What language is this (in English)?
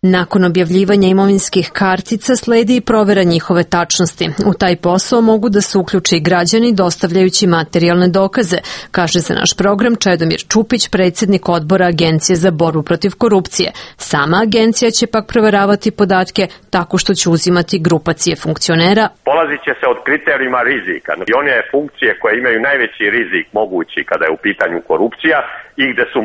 Serbian